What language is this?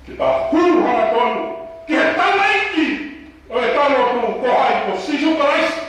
Tongan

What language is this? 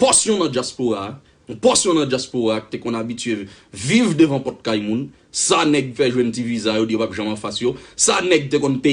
Haitian Creole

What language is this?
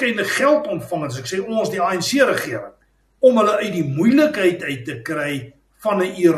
Afrikaans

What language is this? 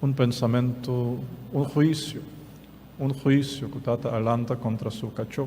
Papiamento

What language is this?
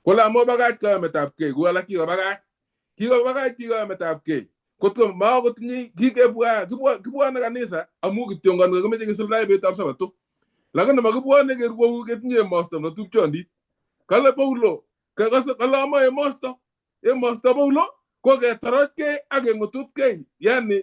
Kalenjin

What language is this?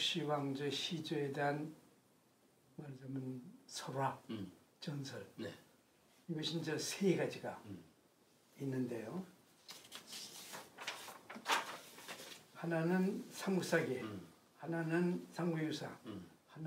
Korean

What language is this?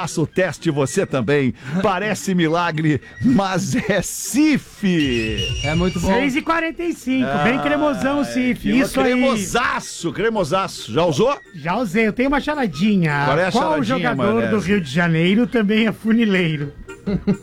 Portuguese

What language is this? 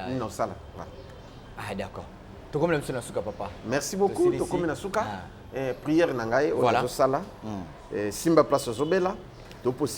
Lingala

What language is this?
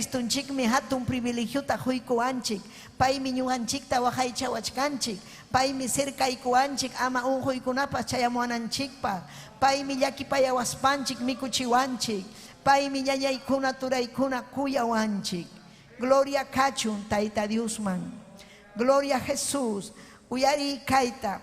Ayacucho Quechua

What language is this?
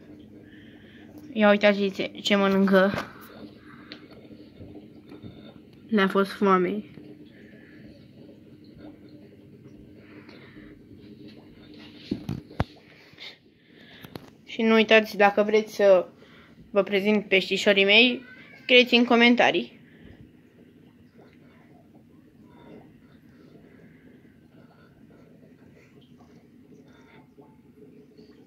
Romanian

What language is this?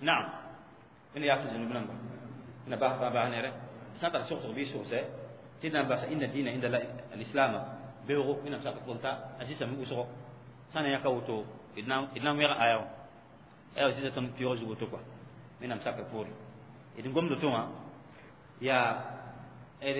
Mossi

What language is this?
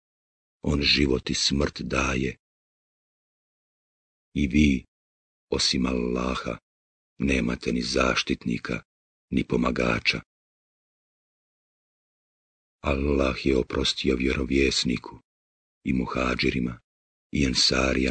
Bosnian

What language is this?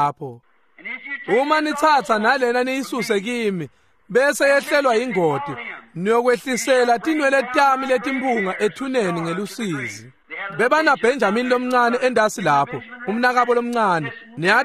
Swati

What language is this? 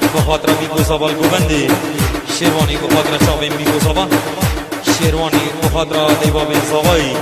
Kurdish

